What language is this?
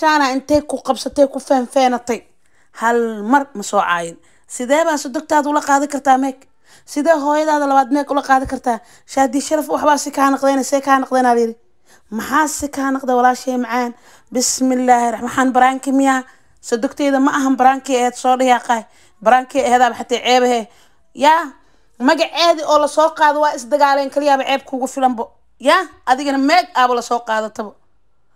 Somali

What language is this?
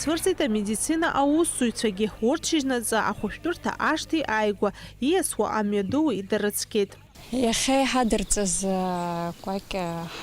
Abkhazian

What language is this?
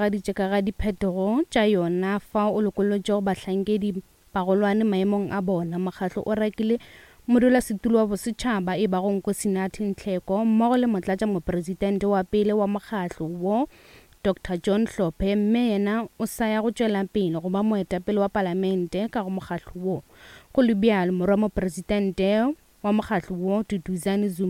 Northern Sotho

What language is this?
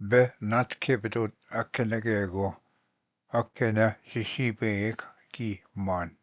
Ojibwa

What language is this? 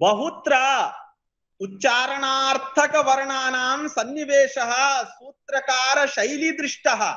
Sanskrit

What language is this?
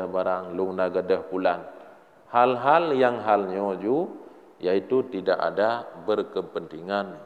Achinese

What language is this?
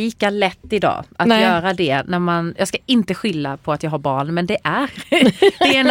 Swedish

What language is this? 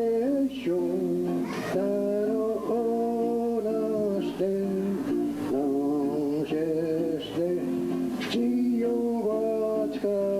Mohawk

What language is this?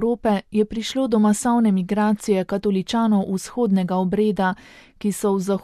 Slovenian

